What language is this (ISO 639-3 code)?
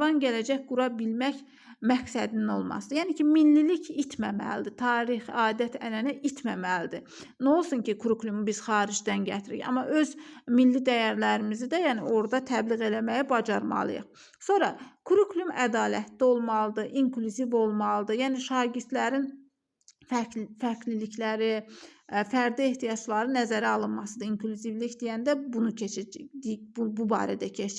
aze